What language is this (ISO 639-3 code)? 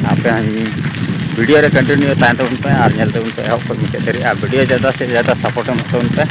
sat